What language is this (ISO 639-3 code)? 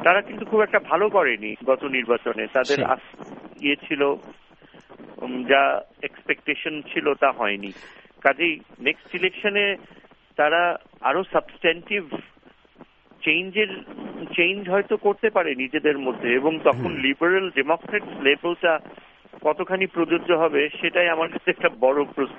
ben